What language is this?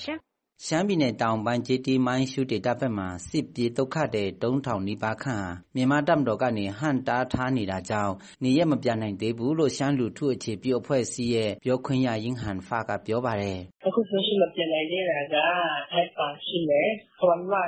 Burmese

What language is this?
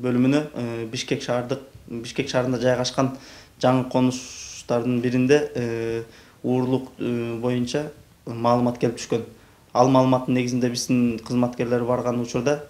Kyrgyz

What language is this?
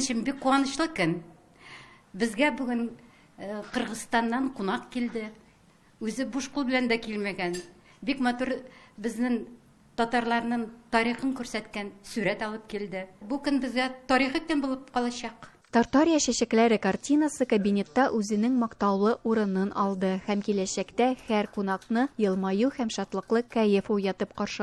Tatar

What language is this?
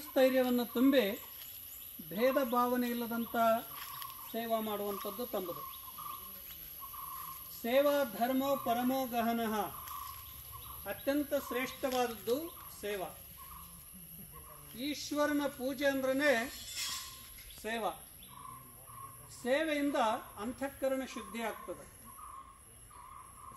Kannada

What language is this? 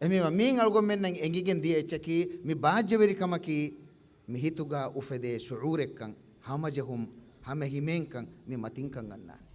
Divehi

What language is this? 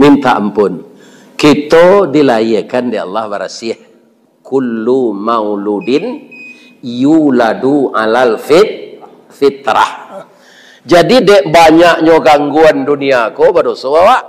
Minangkabau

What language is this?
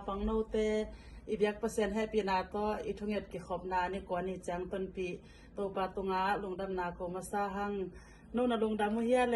Tedim Chin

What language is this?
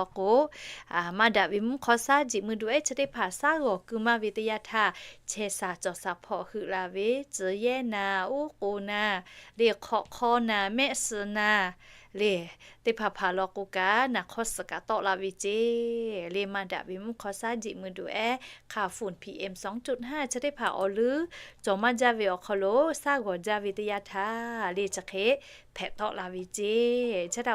Lahu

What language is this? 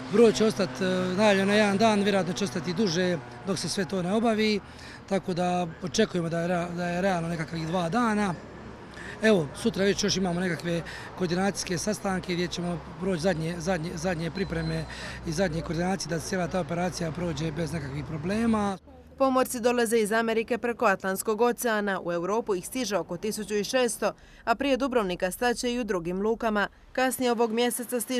Croatian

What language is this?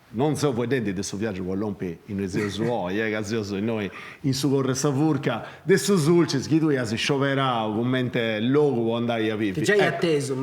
Sardinian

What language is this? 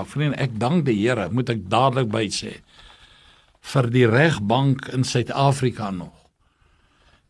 Afrikaans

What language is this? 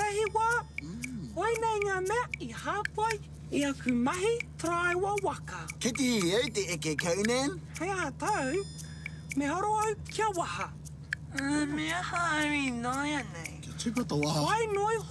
Māori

